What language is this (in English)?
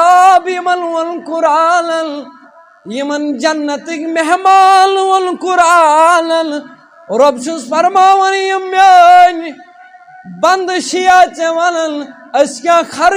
Kashmiri